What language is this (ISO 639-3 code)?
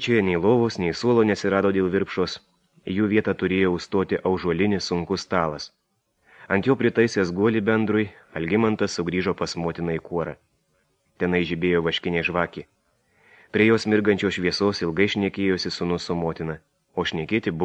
lit